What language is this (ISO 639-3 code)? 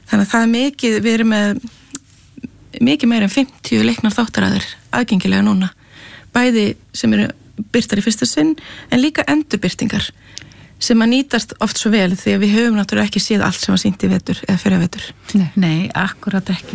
isl